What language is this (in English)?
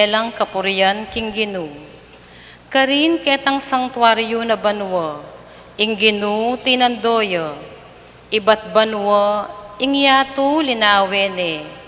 Pampanga